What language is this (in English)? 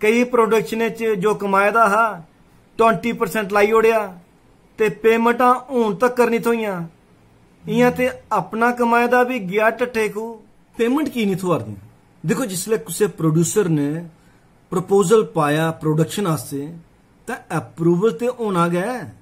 Dogri